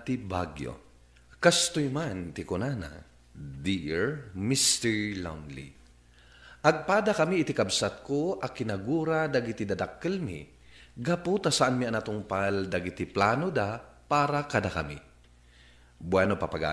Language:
Iloko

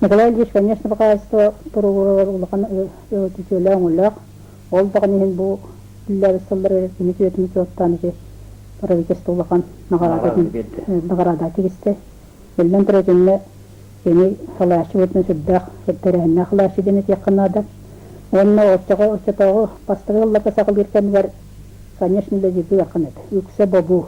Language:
Yakut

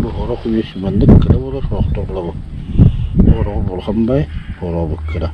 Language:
Yakut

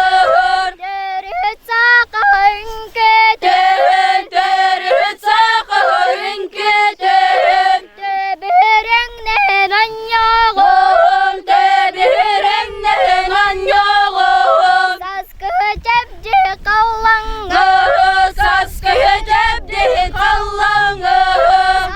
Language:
Yakut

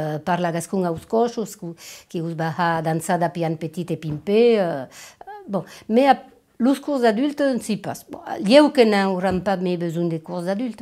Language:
Occitan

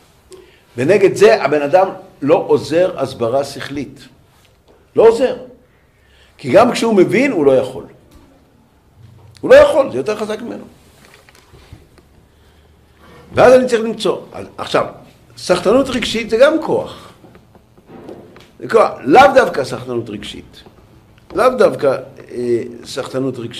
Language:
Hebrew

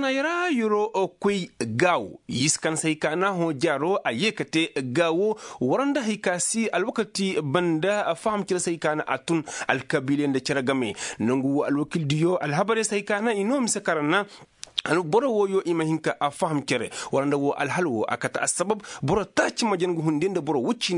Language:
Koyraboro Senni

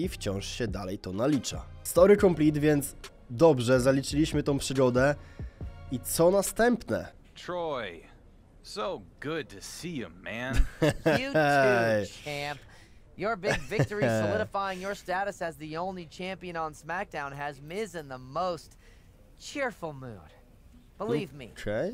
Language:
Polish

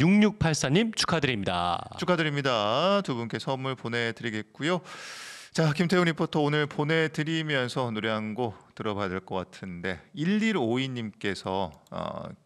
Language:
Korean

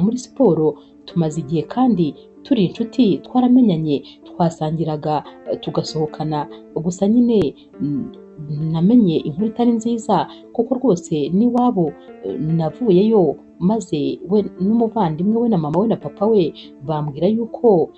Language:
Kinyarwanda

